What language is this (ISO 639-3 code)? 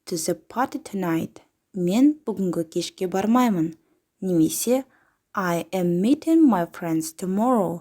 kaz